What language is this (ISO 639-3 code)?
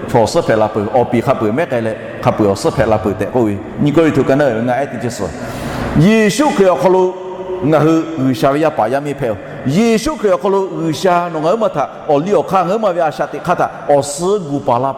lhu